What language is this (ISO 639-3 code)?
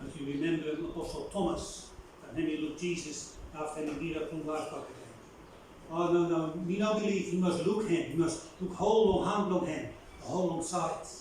bis